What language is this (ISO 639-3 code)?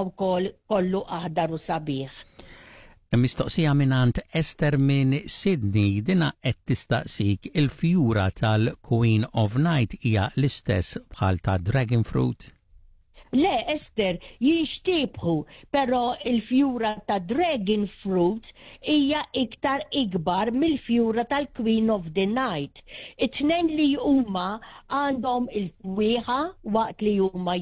mlt